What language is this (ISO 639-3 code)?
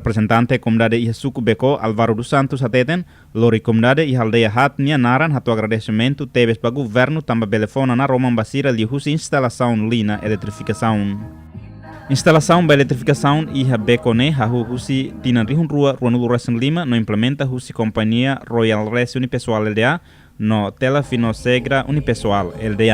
tet